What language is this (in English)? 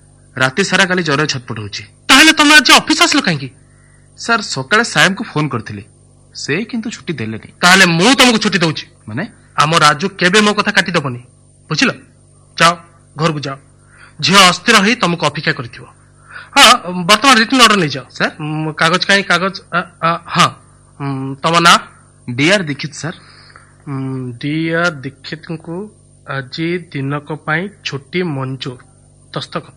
Odia